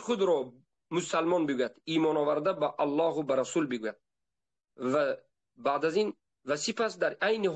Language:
Tajik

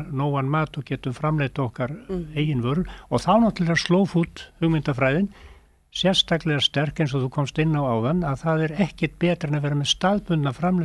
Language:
Icelandic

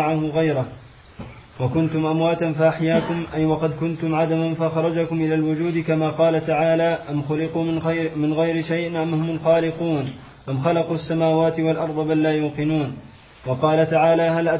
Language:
Arabic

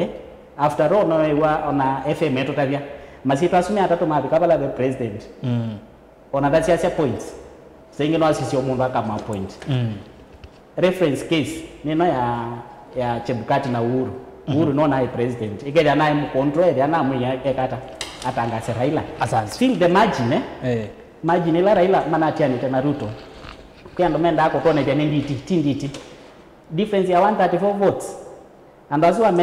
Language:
Kamba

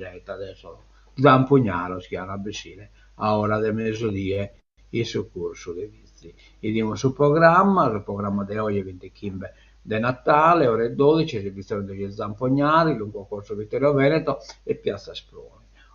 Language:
Sardinian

